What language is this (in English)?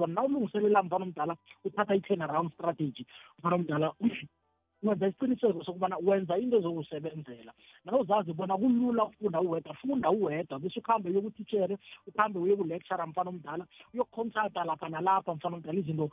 South Ndebele